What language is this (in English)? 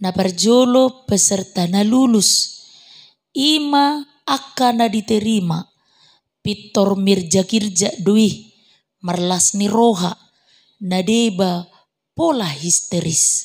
Batak Toba